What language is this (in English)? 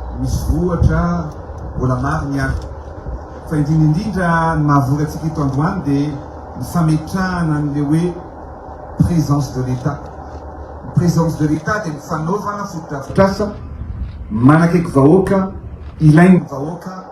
Malagasy